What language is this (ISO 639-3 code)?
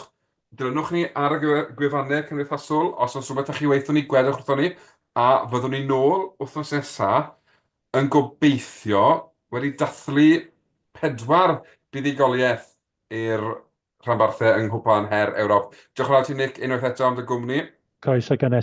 cym